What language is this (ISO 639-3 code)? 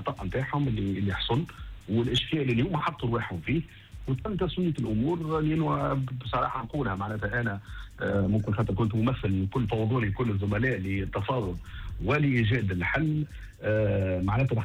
aeb